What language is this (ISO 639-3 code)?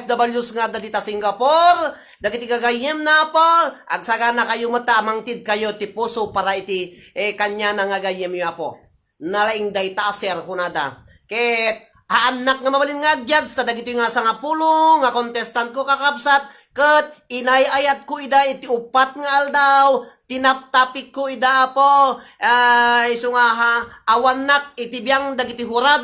ilo